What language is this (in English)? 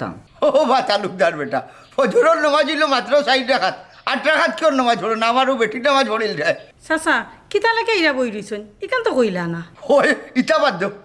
Sylheti